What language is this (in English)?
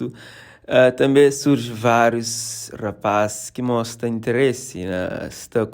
Kabuverdianu